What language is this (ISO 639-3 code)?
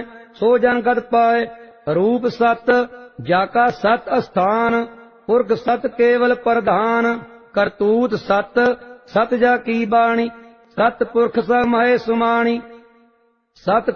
pan